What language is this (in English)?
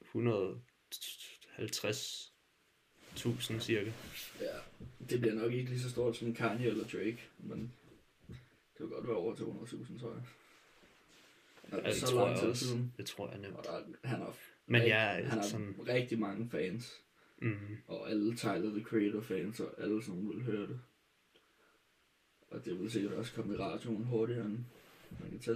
Danish